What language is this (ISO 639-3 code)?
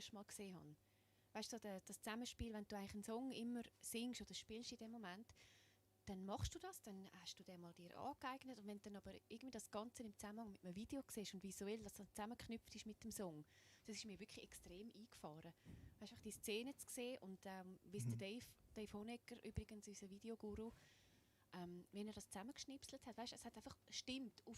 gsw